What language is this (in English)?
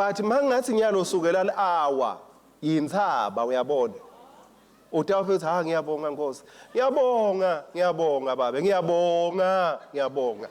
Swati